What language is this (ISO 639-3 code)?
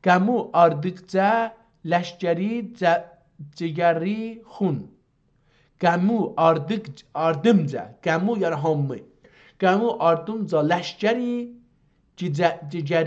azb